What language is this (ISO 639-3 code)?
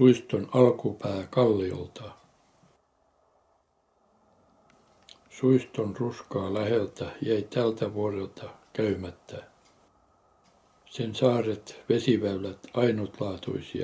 fin